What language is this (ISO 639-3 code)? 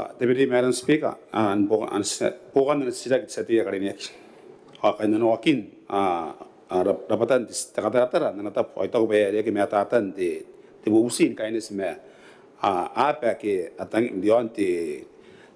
gil